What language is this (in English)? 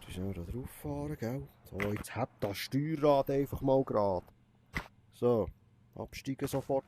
Swiss German